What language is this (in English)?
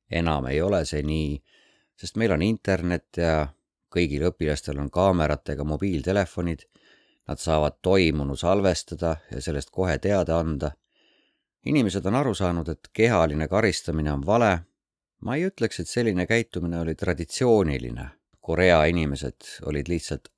Estonian